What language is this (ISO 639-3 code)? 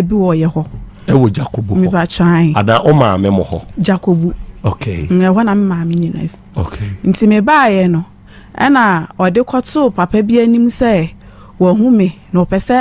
aka